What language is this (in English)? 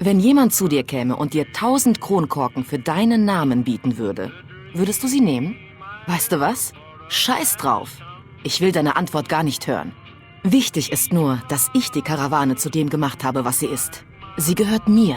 Bavarian